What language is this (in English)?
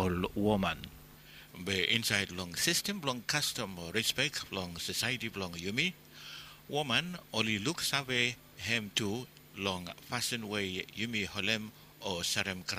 Bislama